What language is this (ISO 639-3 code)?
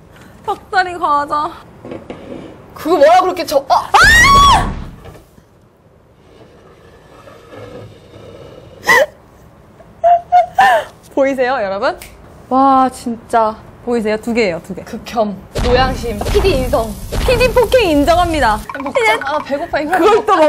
kor